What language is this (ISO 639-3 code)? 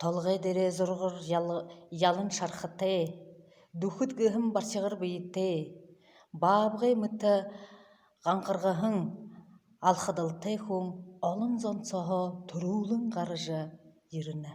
bua